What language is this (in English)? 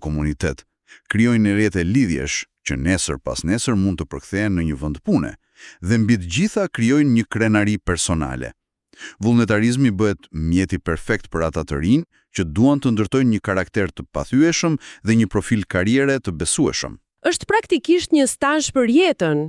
Albanian